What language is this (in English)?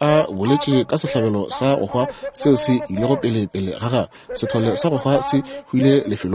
Northern Sotho